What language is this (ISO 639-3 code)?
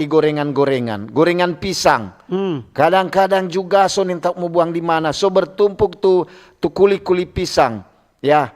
xmm